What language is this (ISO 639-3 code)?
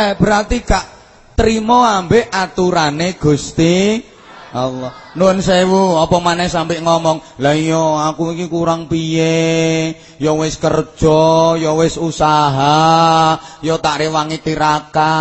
jav